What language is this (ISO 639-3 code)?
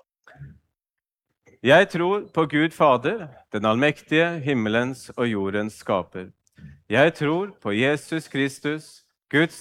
nor